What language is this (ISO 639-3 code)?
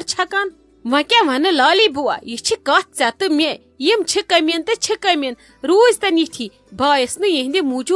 kas